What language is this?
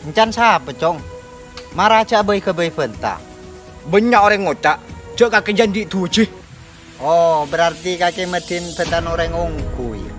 Madurese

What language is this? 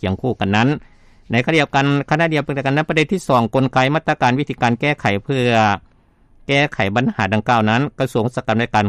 Lao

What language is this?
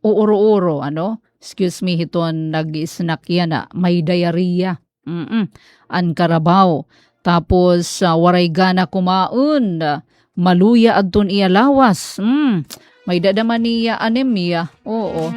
Waray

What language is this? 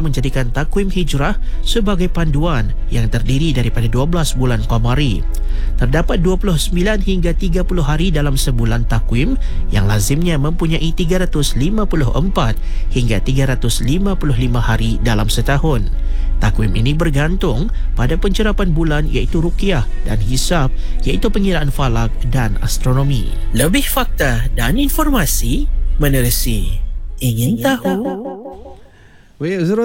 Malay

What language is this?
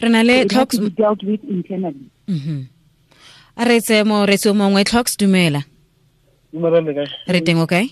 Tswana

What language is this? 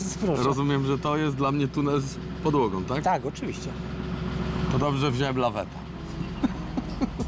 Polish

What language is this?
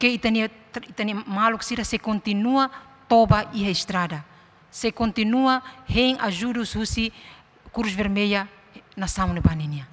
Tetum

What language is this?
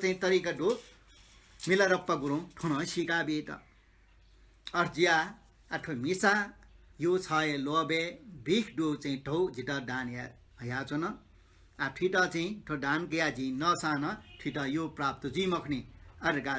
Newari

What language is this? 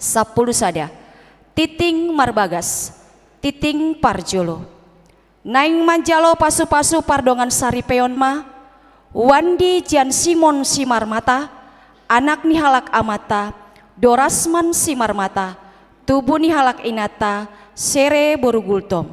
Batak Toba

